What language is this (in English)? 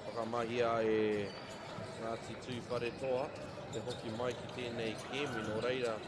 Māori